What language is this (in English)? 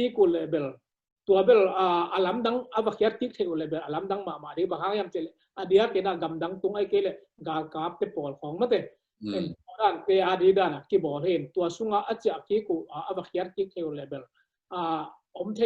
Tedim Chin